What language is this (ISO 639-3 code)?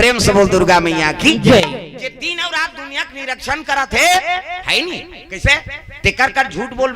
hne